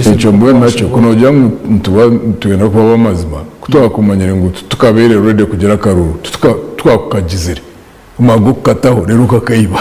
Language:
Nyankole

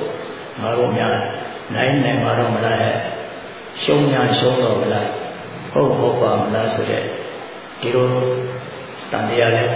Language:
Burmese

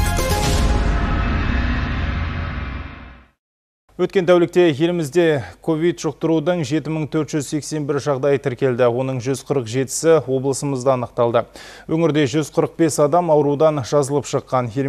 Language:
Kazakh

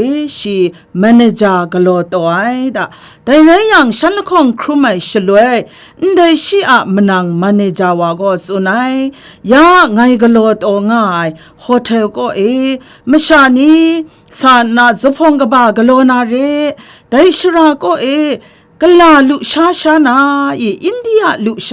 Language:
Kachin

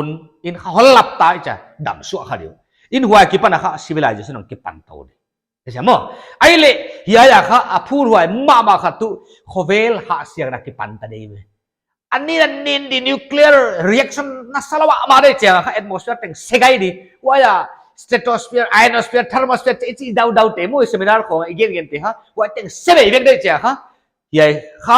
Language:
Paite Chin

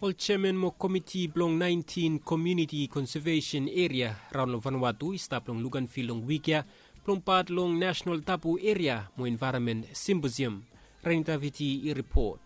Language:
Bislama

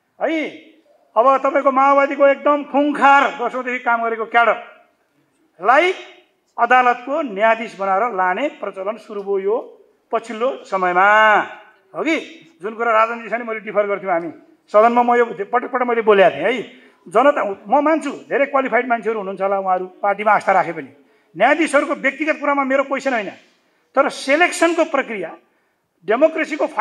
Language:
Nepali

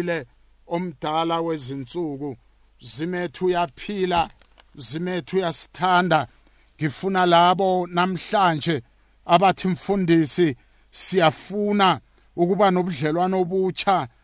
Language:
South Ndebele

